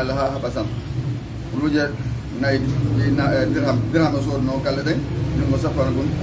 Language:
Fula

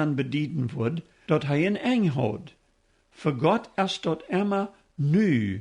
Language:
Plautdietsch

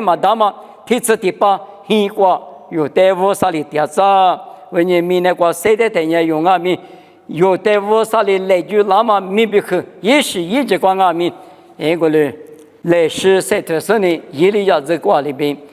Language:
Lisu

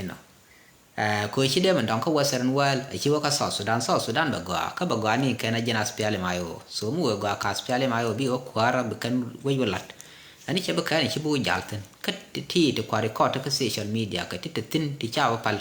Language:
Nuer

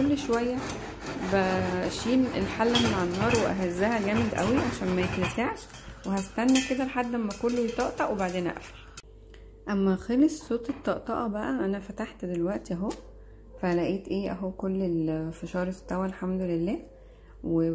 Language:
Egyptian Arabic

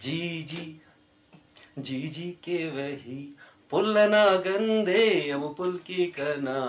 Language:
Eastern Balochi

